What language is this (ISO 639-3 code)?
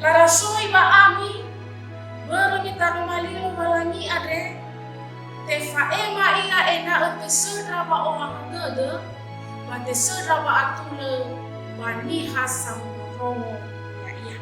nia